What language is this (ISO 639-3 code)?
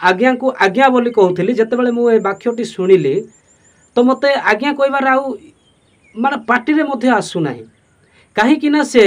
ori